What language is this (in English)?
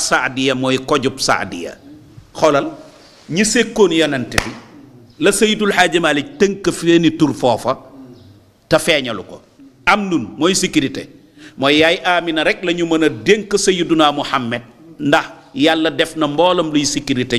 Wolof